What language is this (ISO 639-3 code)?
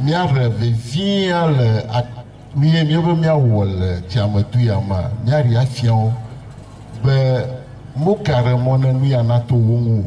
ewe